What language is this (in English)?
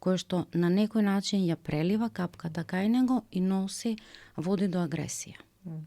Macedonian